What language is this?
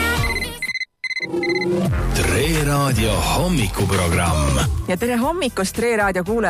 Estonian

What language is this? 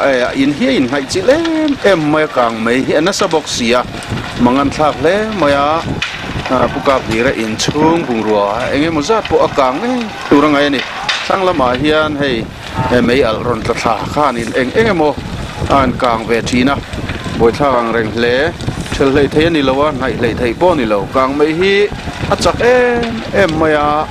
Mizo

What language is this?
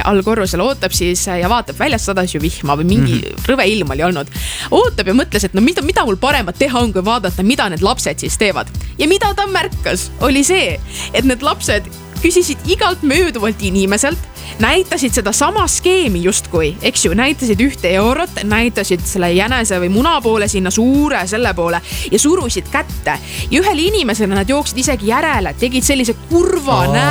Estonian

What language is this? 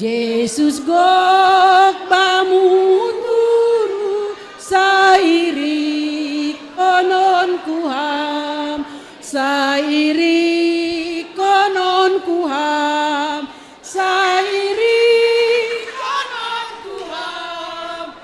Batak Simalungun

